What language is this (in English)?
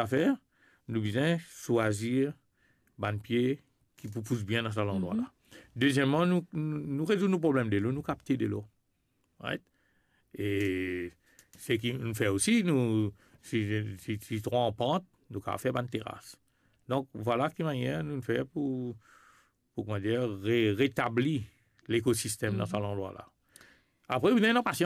Morisyen